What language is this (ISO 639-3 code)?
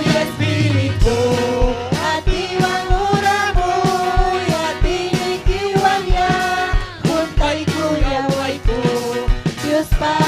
quy